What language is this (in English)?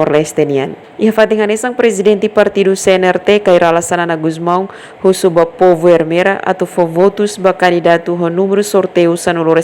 Tetum